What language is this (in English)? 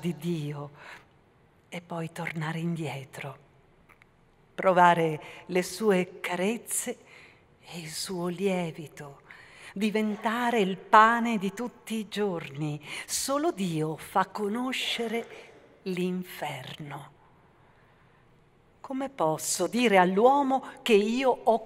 Italian